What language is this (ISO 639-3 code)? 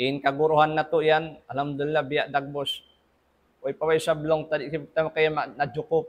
tsg